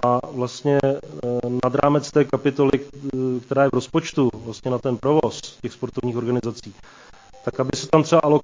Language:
Czech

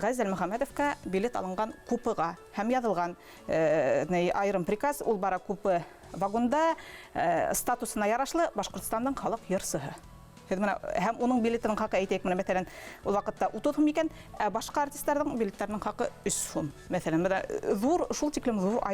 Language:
Bashkir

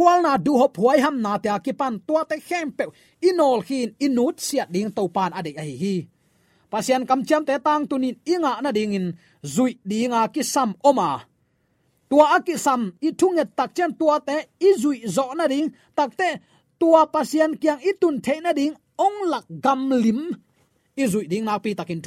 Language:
Tedim Chin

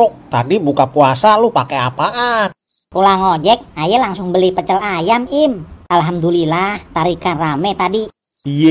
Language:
Betawi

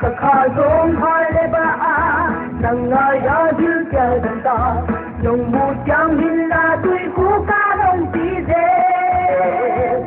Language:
Paite Chin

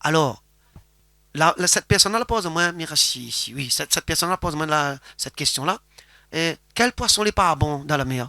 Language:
Réunion Creole French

